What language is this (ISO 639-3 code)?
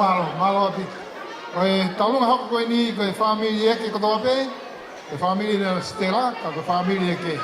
ton